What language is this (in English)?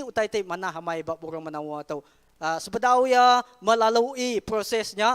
Iban